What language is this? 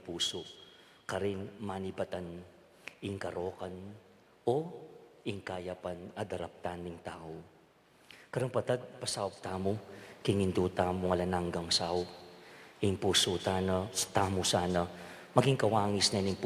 Pampanga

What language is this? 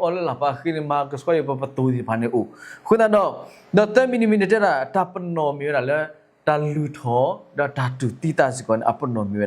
S'gaw Karen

